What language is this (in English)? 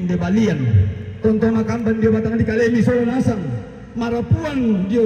Toraja-Sa'dan